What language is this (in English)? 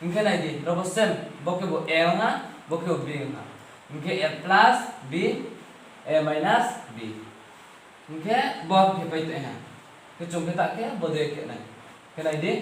Riang (India)